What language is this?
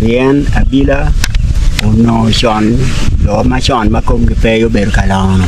Acoli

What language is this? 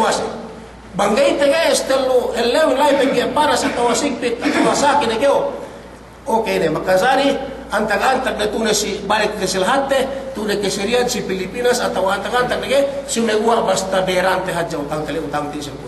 Yakan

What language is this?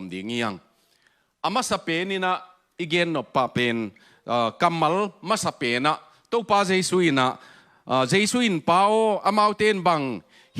Tedim Chin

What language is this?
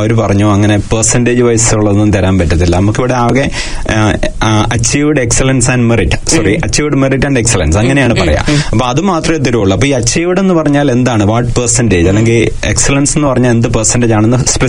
Malayalam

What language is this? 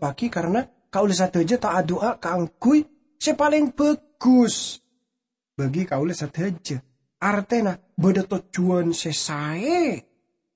Madurese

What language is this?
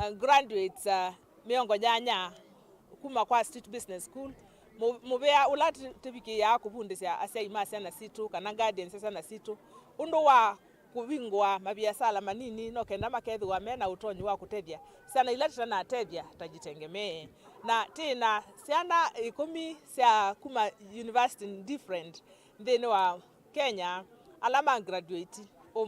Kamba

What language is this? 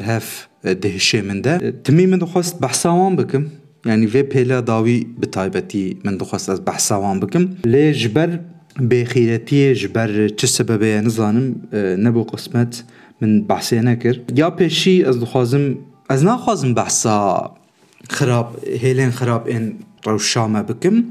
Kurdish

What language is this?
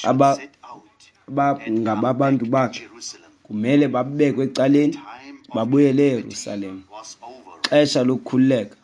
Xhosa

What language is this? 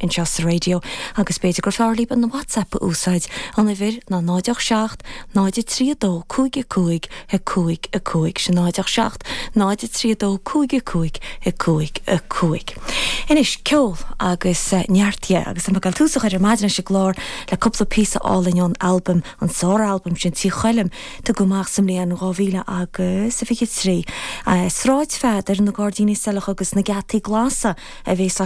Irish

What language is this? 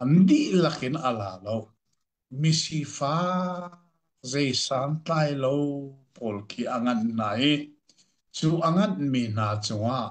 Hakha Chin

